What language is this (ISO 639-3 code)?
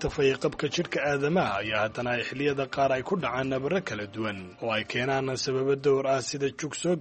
som